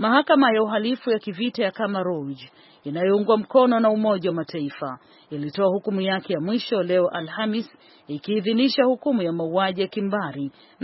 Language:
Swahili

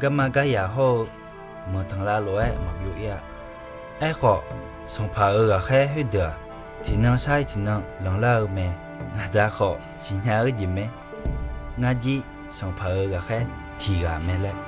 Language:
Akha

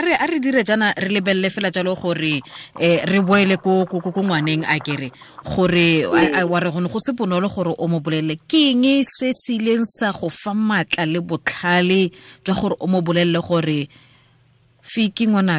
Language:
Tswana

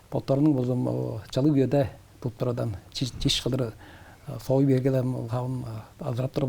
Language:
Tuvinian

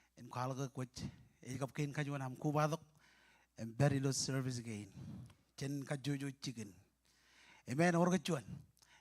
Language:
Marshallese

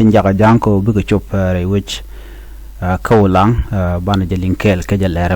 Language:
Nuer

